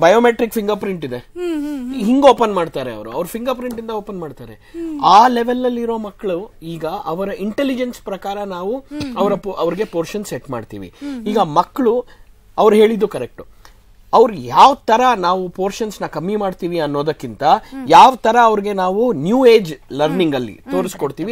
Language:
Kannada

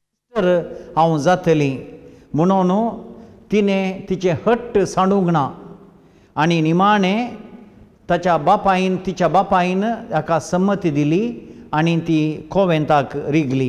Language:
Konkani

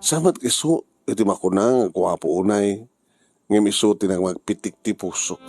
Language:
Iloko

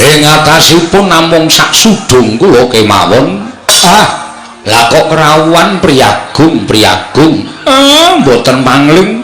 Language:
Javanese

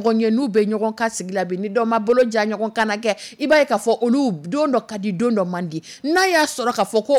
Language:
Dyula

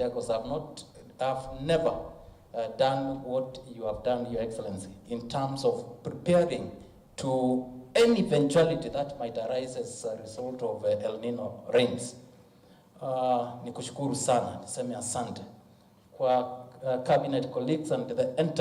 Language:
Kamba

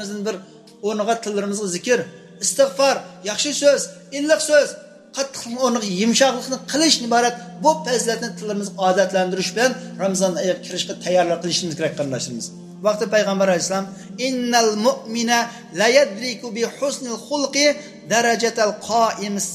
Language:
Uyghur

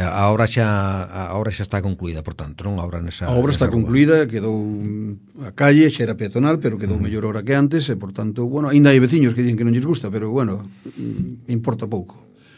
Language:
Galician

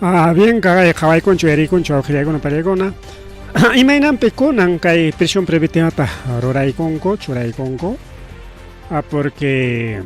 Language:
Ayacucho Quechua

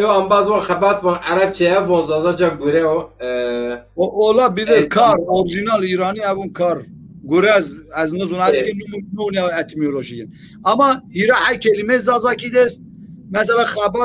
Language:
Zaza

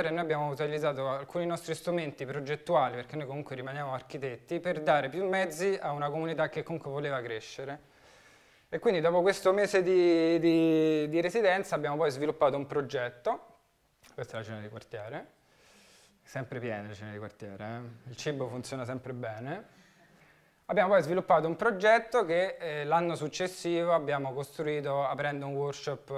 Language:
Italian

